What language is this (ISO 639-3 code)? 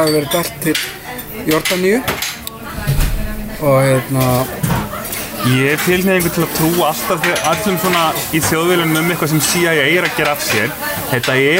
isl